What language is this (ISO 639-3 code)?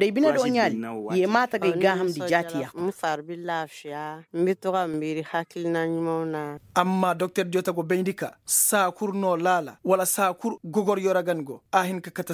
ses